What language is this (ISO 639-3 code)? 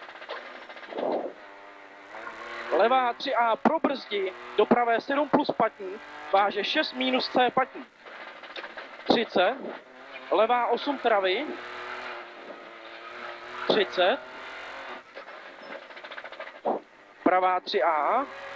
ces